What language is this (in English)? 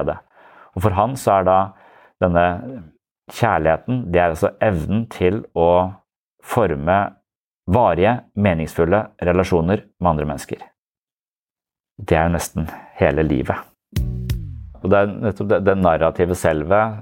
Norwegian